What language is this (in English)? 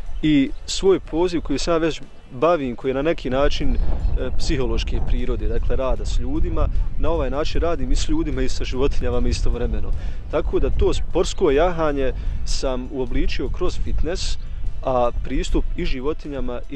Bosnian